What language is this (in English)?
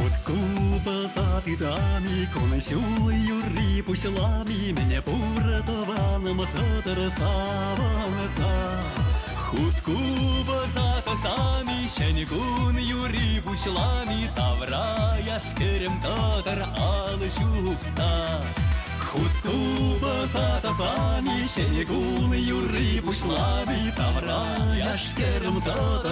Chuvash